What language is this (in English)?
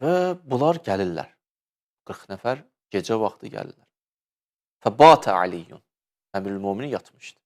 Azerbaijani